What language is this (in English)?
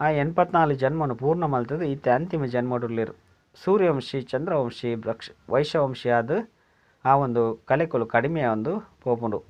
Tulu